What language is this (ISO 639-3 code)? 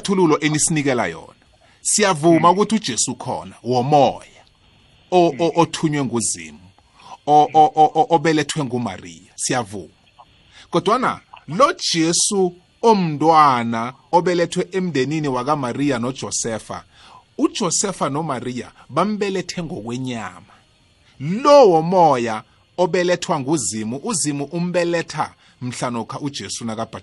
nbl